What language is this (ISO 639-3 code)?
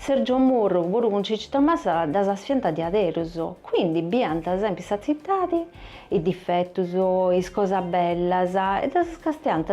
srd